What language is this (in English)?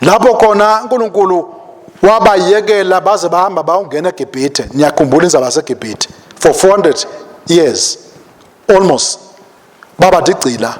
Swati